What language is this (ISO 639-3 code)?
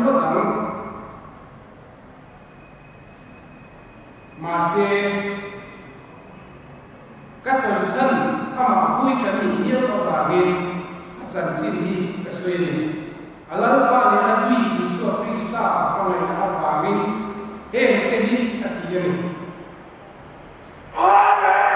lus